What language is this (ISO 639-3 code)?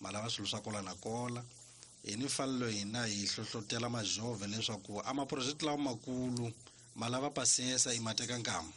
tso